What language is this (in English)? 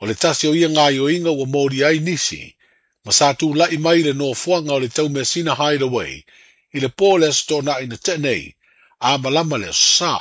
Samoan